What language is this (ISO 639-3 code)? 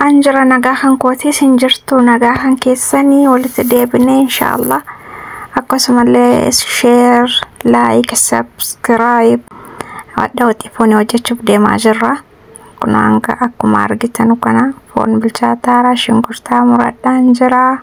orm